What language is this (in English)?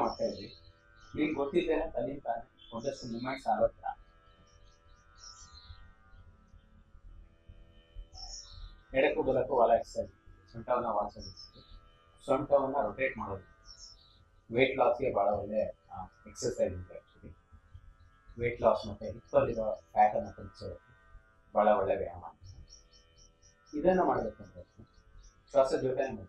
Kannada